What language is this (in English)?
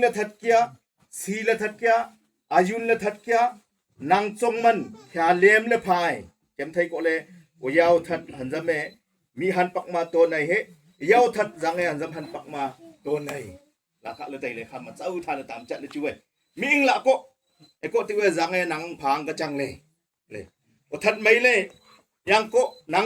Wancho Naga